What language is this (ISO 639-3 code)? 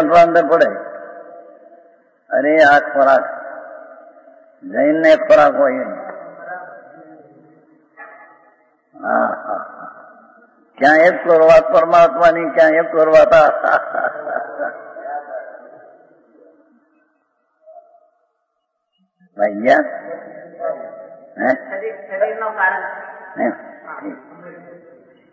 guj